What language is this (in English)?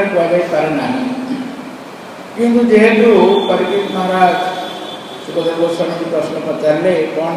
Odia